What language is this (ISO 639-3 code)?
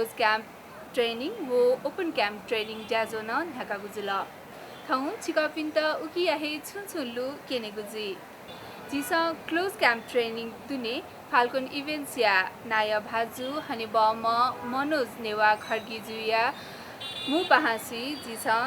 new